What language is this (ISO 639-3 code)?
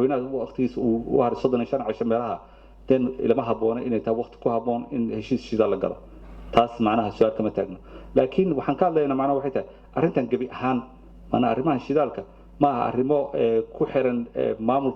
som